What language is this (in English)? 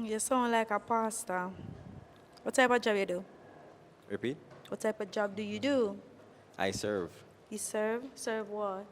Jamaican Creole English